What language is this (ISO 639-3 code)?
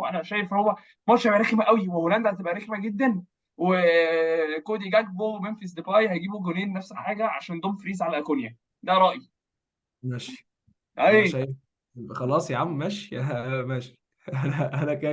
arz